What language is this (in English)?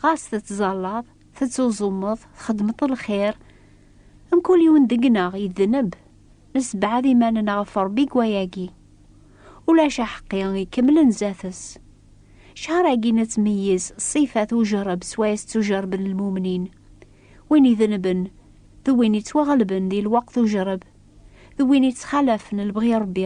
Kabyle